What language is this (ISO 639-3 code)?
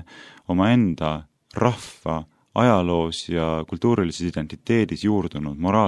est